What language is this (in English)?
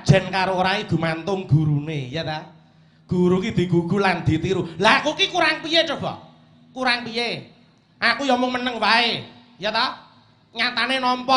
Javanese